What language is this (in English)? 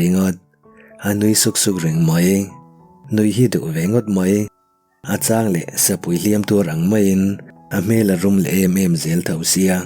Mizo